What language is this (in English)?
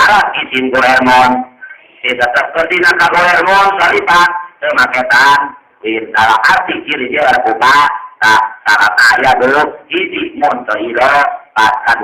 Sundanese